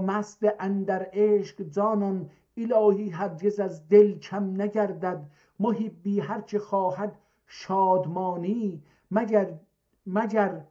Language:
South Azerbaijani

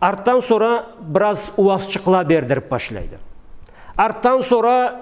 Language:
Karachay-Balkar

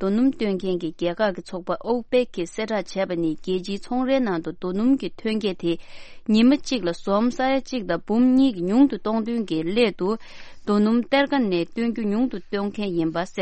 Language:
Tibetan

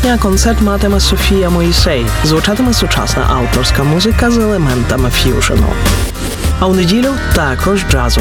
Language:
Ukrainian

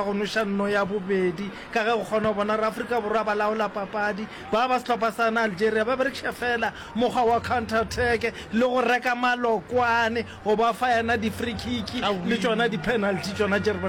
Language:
Northern Sotho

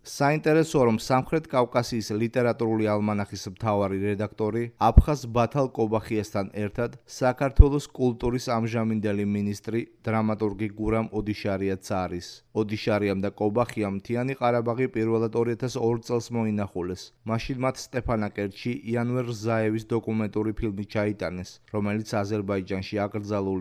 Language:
Georgian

